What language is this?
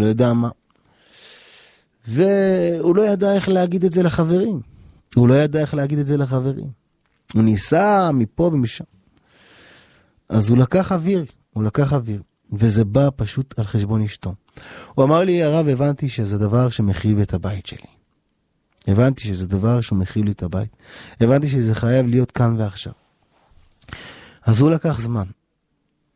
Hebrew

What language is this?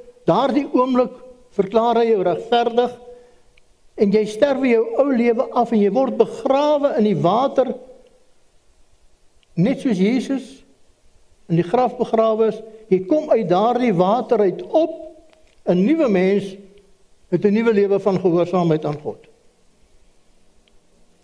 Afrikaans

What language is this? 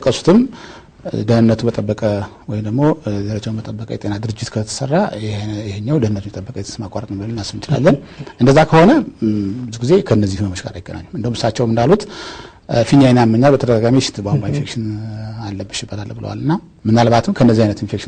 Amharic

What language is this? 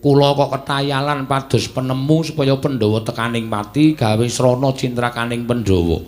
Javanese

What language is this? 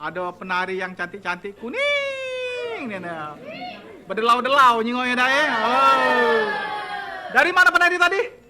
Musi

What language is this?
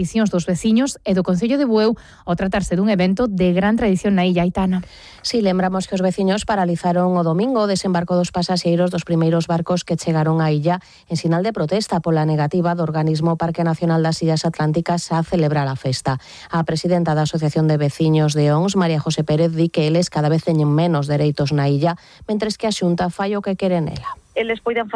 Galician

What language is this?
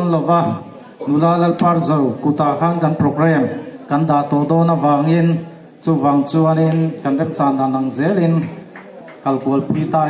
Hmar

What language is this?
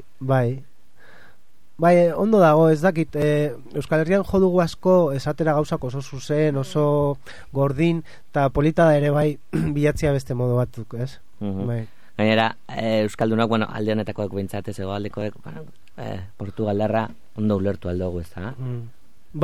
Basque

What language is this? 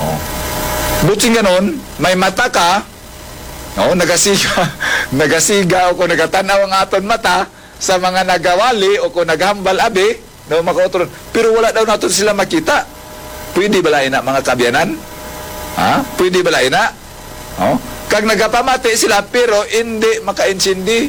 Hiligaynon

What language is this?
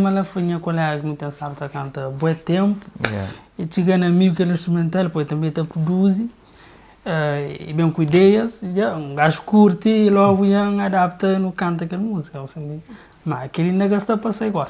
Kabuverdianu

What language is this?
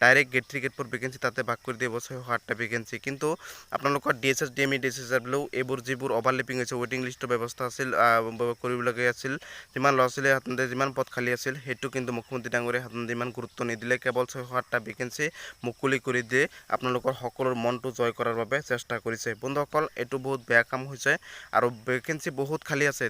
Assamese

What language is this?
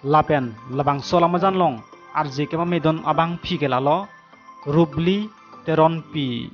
Karbi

